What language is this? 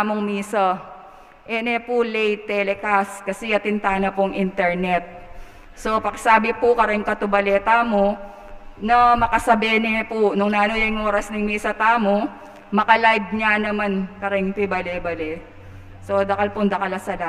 Pampanga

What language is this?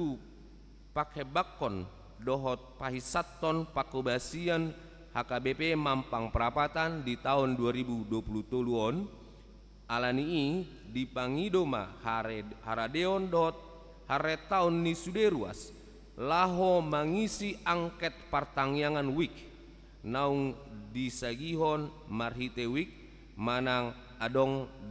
Batak Toba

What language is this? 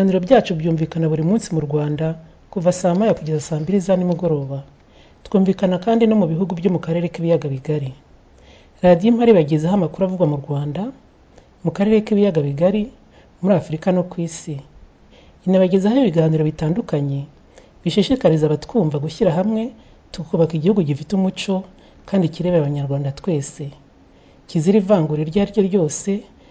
Kinyarwanda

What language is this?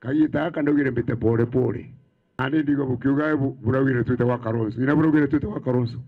Meru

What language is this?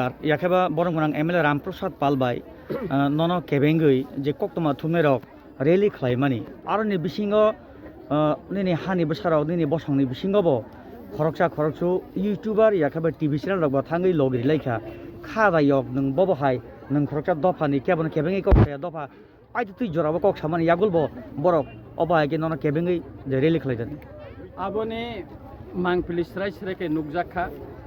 Kok Borok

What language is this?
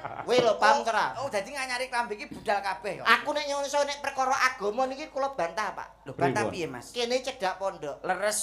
Javanese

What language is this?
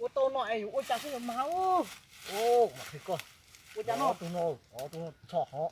Hmong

